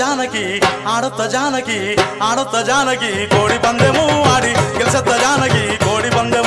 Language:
Telugu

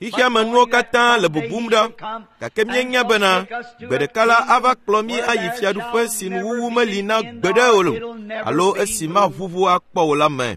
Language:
Ewe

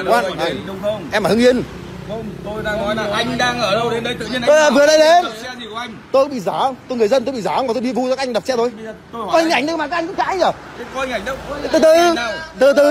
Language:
Vietnamese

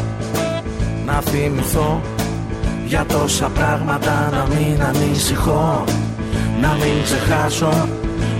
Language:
Greek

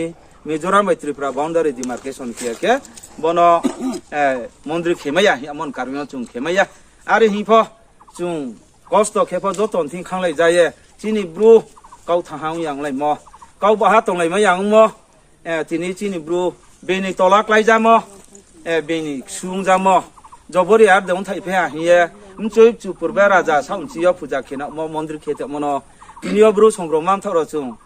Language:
Riang (India)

